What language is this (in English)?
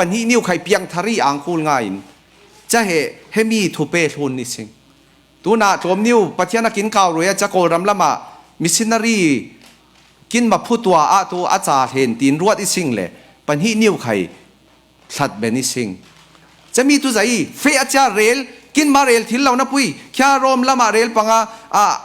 Falam Chin